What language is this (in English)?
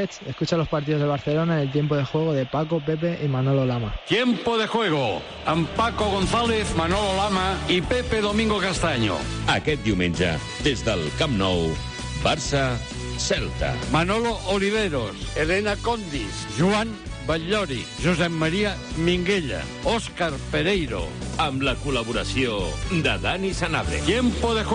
Catalan